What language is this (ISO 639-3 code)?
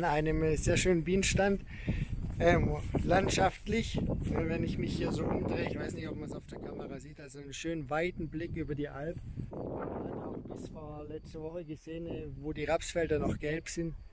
deu